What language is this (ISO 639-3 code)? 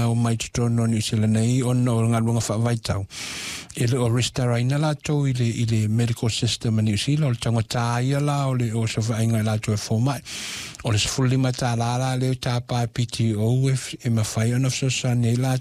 smo